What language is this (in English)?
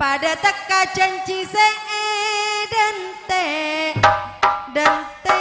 Madurese